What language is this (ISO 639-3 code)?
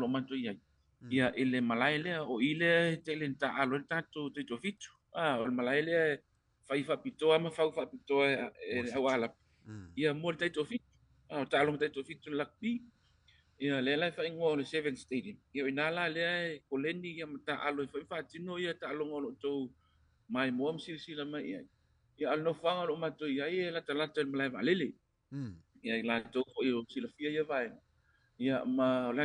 smo